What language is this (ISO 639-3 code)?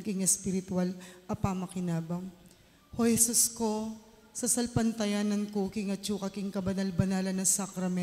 pam